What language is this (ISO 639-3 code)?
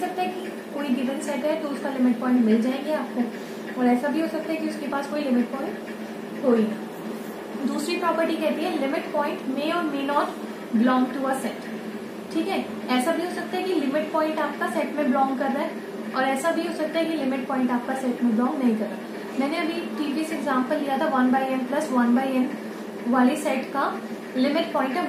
hin